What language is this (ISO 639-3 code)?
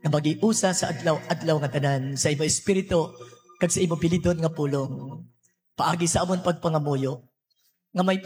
hil